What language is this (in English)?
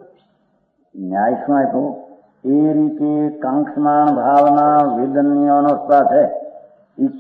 Gujarati